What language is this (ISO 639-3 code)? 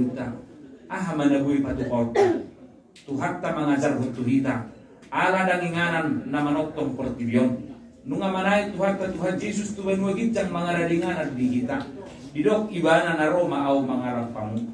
bbc